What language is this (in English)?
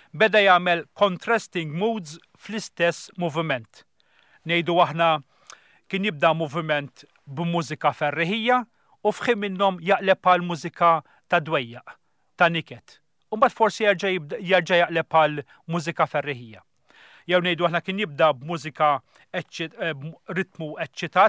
Maltese